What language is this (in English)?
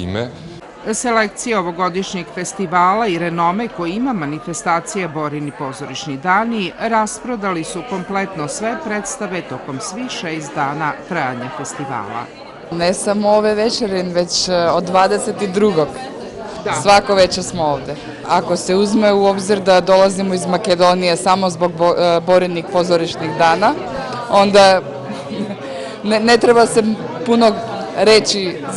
Serbian